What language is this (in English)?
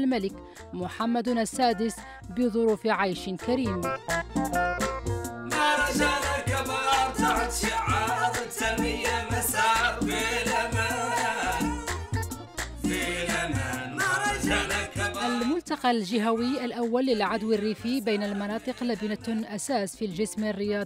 Arabic